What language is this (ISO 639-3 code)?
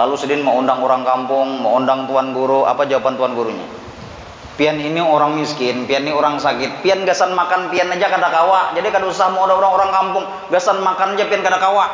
bjn